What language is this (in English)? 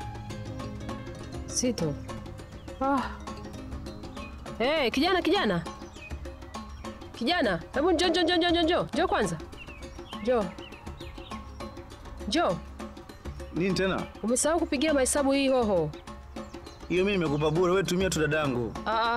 Swahili